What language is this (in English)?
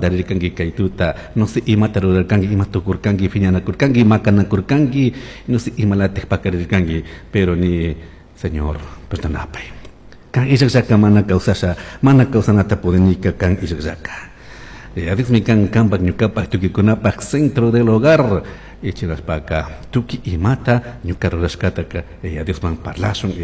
Chimborazo Highland Quichua